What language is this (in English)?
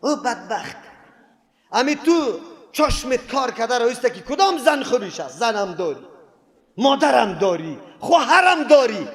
Persian